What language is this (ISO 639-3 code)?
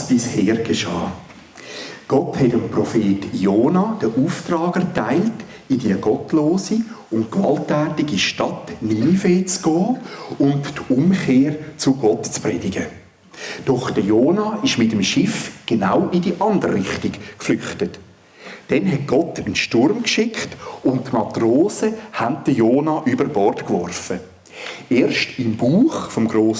gsw